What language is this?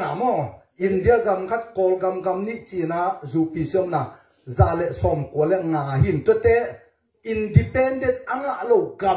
Tedim Chin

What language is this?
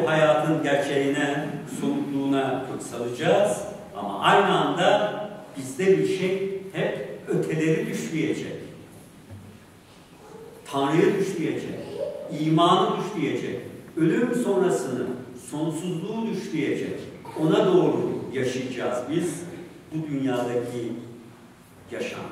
Turkish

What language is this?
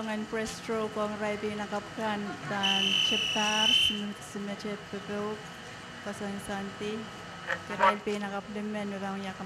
Pohnpeian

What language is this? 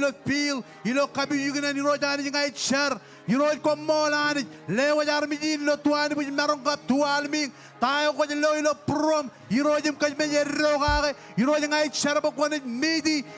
Marshallese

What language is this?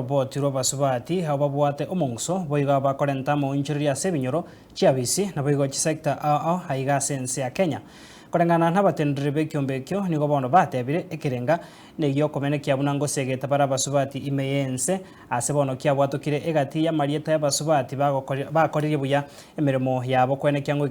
Gusii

